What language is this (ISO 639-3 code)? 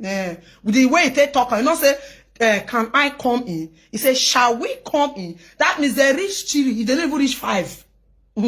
pcm